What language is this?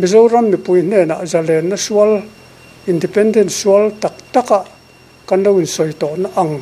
Mizo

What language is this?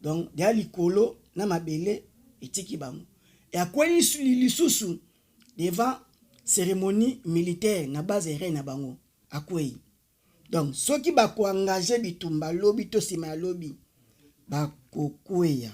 Lingala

